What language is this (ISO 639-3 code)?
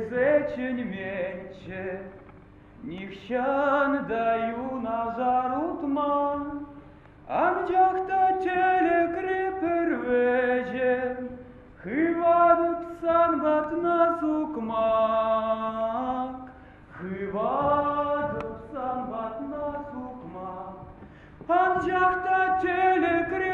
chv